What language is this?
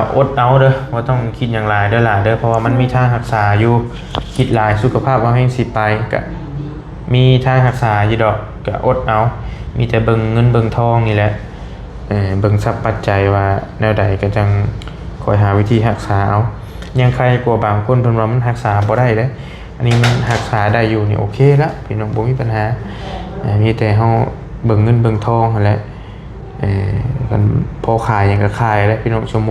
Lao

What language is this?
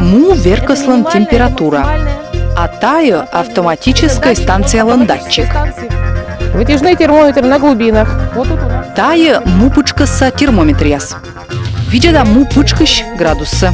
Komi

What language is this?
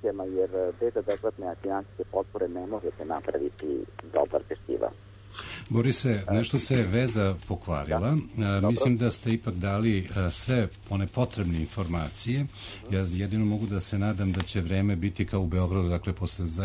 Serbian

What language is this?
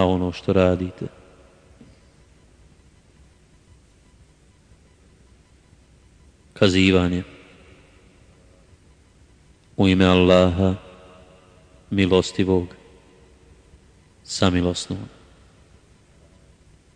Bosnian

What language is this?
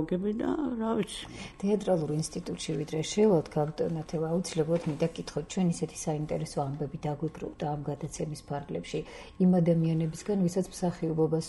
Georgian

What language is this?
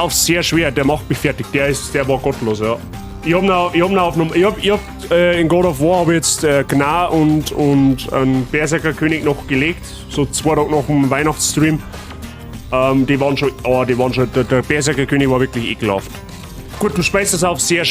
Bavarian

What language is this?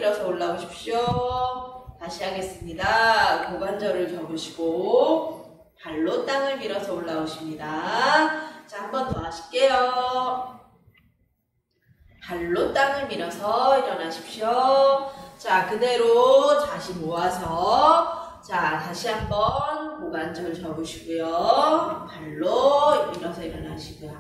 Korean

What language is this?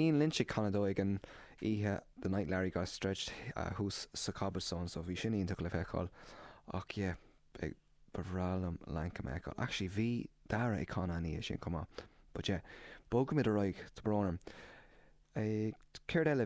Irish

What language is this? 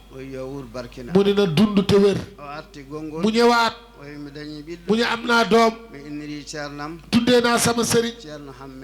Fula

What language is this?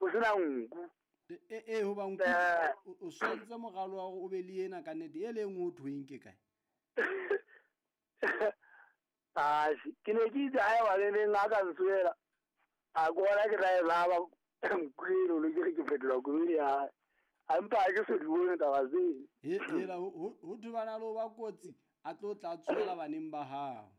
Southern Sotho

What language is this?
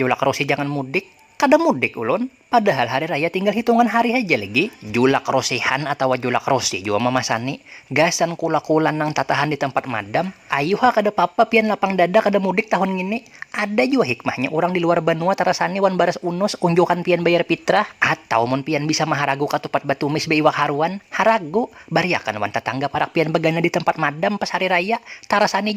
Banjar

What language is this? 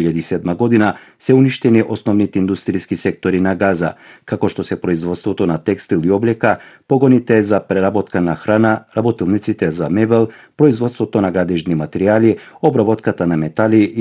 Macedonian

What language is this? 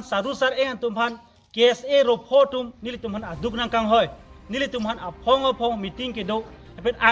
Karbi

